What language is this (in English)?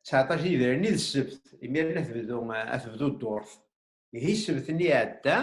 Kabyle